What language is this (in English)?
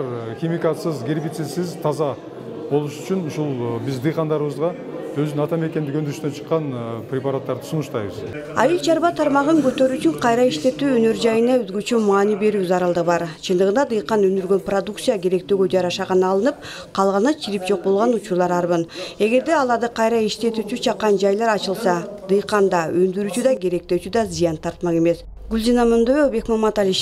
Kyrgyz